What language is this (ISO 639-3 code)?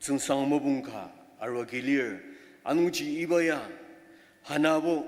njo